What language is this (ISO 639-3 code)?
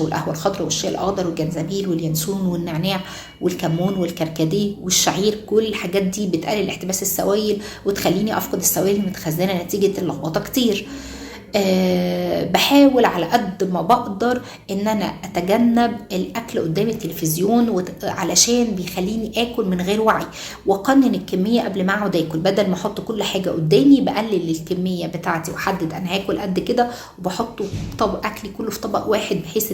arz